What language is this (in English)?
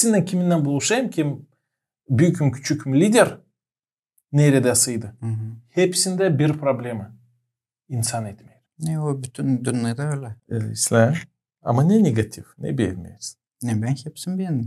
Gagauz